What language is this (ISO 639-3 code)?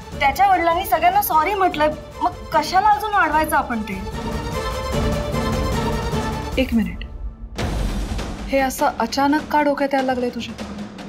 mar